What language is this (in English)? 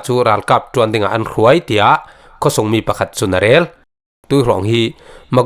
Falam Chin